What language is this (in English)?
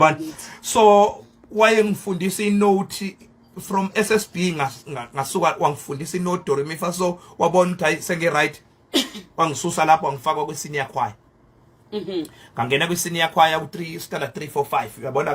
Zulu